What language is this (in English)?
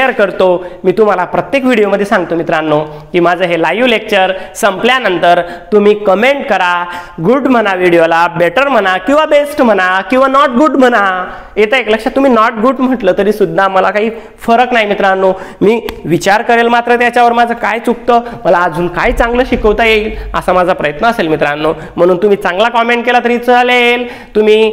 Marathi